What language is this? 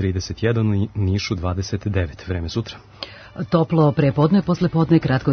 Serbian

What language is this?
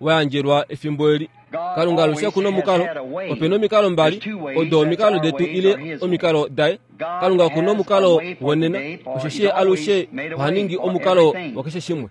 Kuanyama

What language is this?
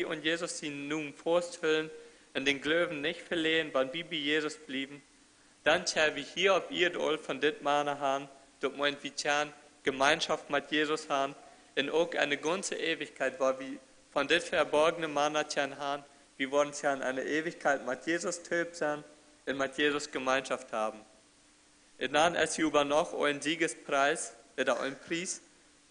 Plautdietsch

